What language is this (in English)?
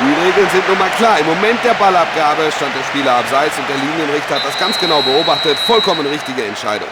Bavarian